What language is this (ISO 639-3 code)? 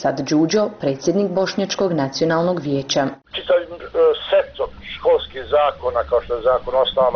bos